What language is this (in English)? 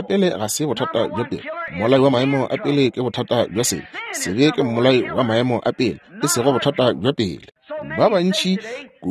Northern Sotho